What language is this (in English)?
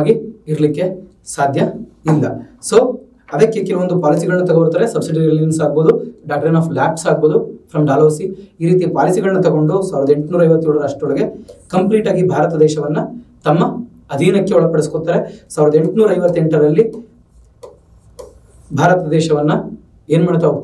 Kannada